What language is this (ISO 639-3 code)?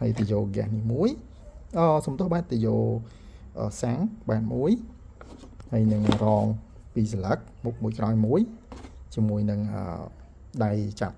khm